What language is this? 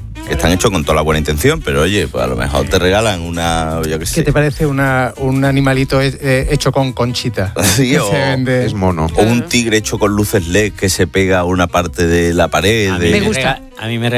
Spanish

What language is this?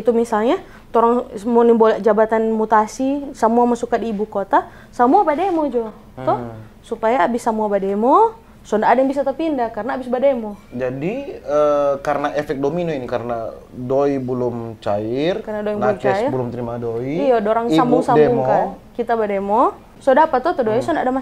Manado Malay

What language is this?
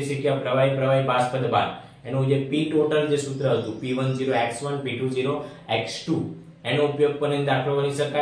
Gujarati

